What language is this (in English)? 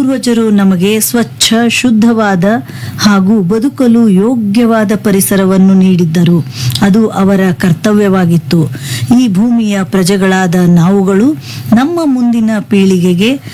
Kannada